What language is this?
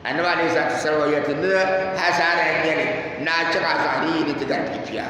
Dagbani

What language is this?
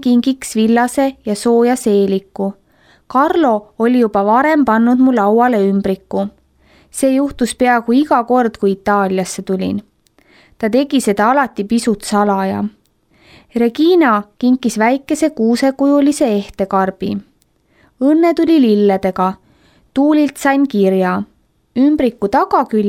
Estonian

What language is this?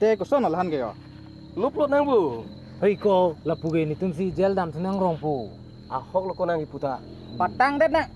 Karbi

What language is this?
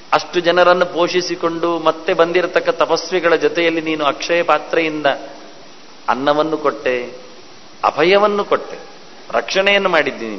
Kannada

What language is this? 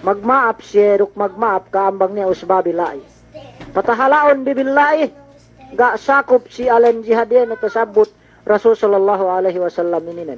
Yakan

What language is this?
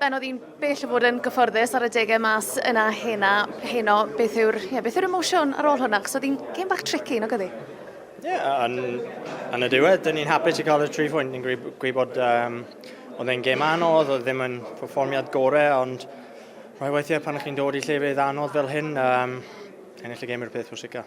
Welsh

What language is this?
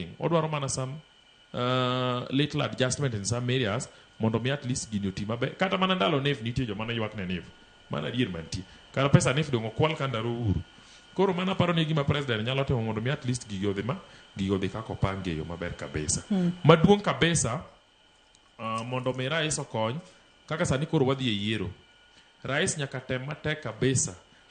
Luo (Kenya and Tanzania)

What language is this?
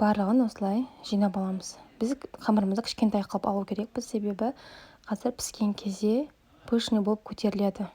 Kazakh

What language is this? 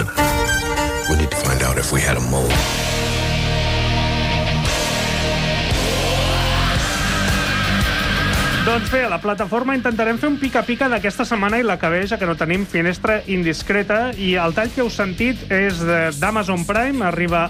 Catalan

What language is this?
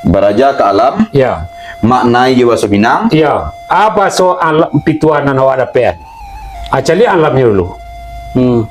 Minangkabau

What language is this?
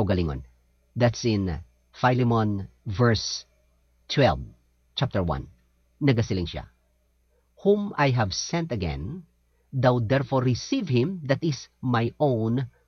Hiligaynon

